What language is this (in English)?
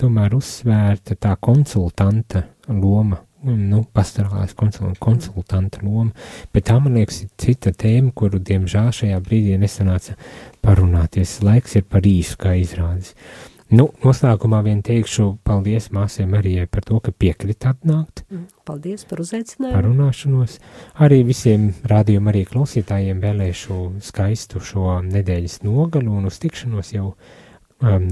Latvian